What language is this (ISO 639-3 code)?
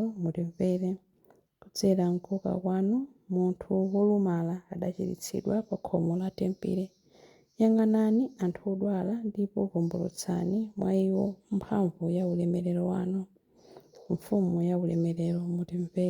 nya